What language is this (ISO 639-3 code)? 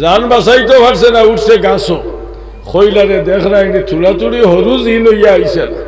syl